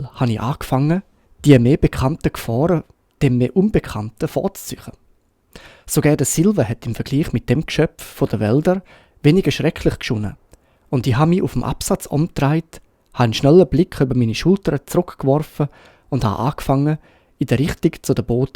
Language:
Swiss German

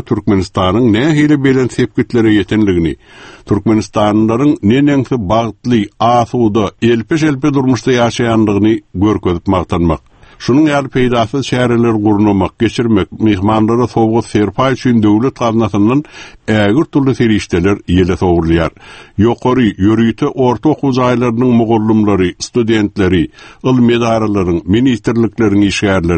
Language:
Turkmen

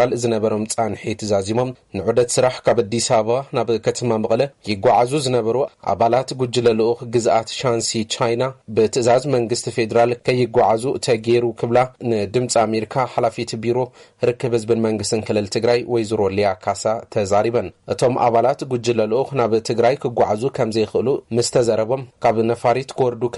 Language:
Tigrinya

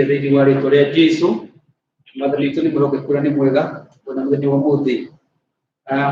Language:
Kikuyu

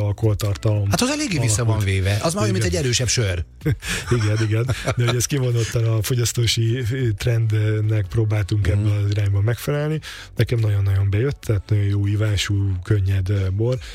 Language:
Hungarian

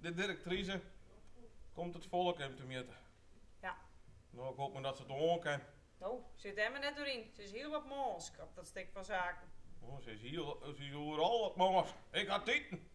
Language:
Western Frisian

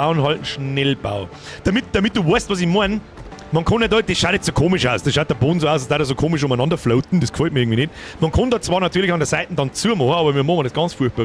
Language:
Bavarian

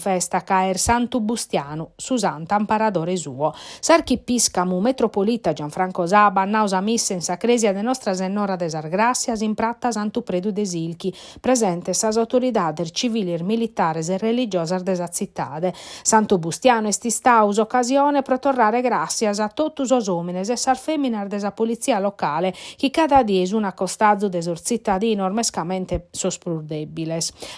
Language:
Sardinian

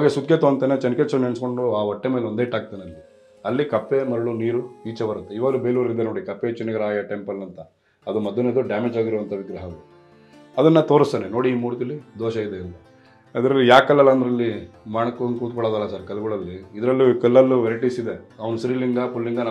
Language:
Kannada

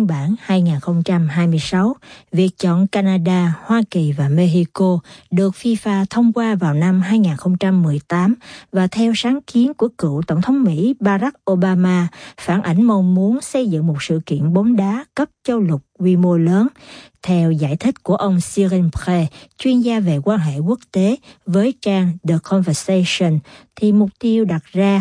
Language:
Vietnamese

